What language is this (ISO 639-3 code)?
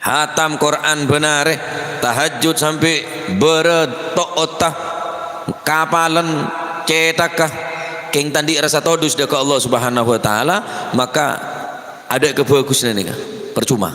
mad